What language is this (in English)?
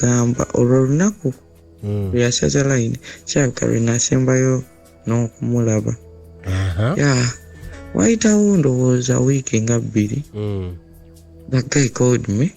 Ganda